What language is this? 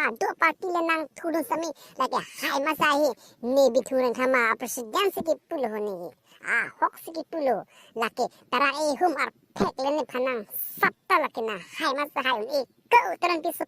Karbi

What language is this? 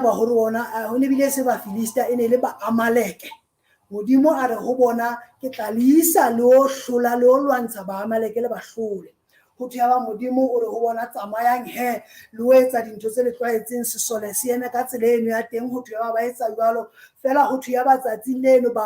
Southern Sotho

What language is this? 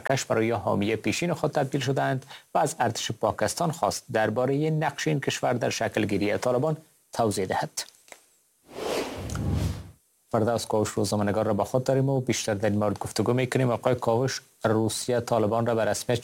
Persian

